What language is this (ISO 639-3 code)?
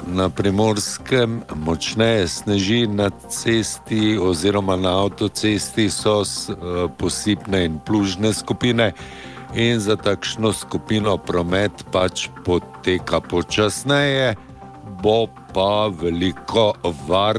slv